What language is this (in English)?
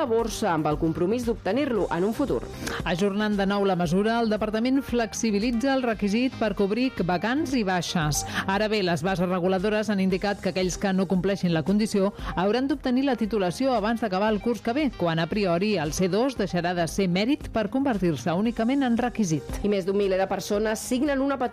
Catalan